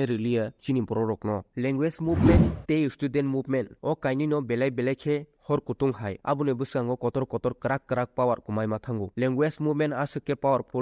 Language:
Kok Borok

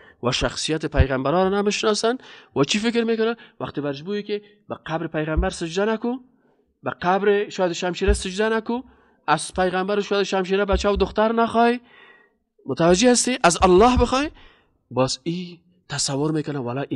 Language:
Persian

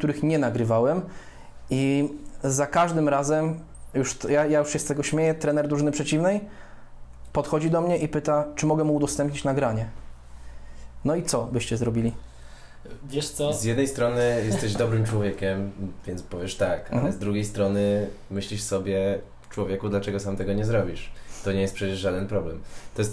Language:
Polish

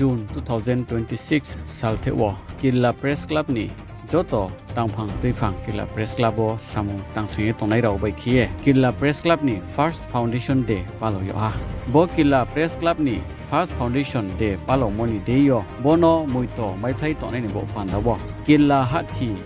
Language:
Riang (India)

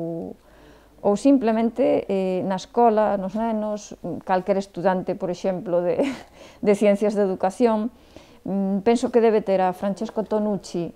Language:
Galician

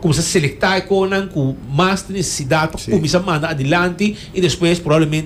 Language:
Papiamento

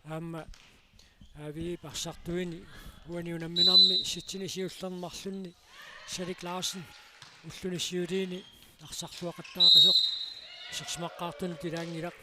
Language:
Kalaallisut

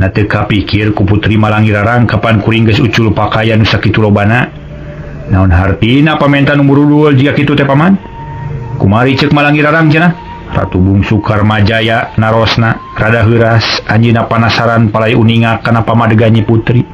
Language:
Sundanese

